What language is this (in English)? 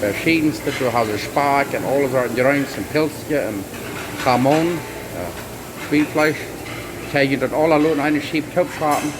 Plautdietsch